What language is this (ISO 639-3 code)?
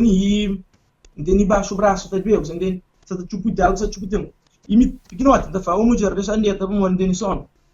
kea